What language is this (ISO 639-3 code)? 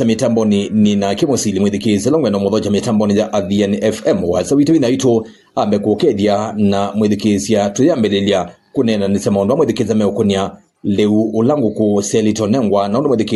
kam